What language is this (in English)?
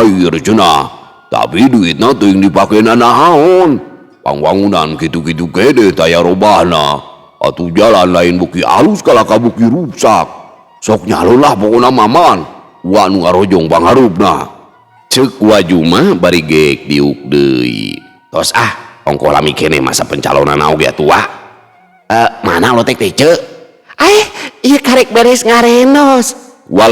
Sundanese